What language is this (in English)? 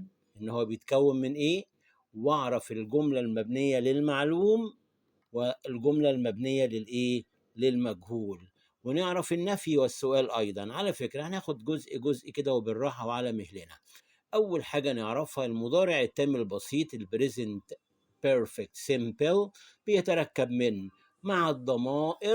Egyptian Arabic